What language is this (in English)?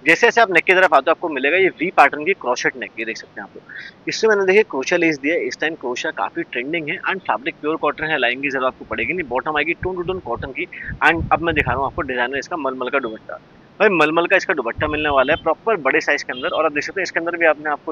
Hindi